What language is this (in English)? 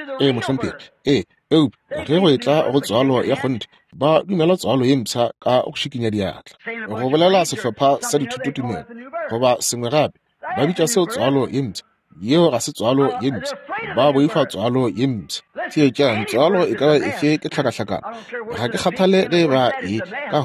Northern Sotho